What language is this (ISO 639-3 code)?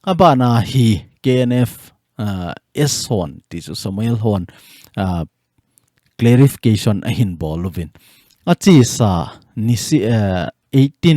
tcz